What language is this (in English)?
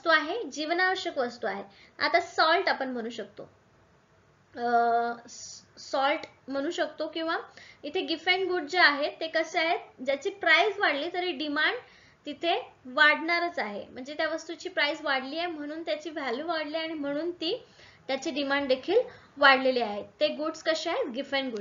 Marathi